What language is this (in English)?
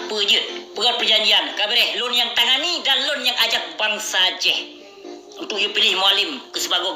Achinese